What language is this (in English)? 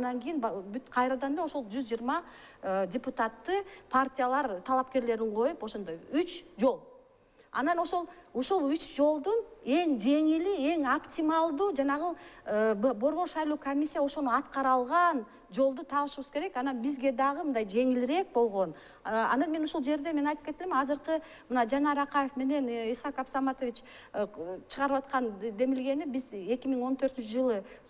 Kyrgyz